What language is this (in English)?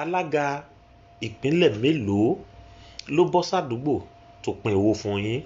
Yoruba